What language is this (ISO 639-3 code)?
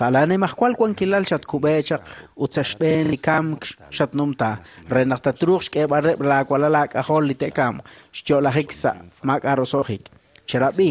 kek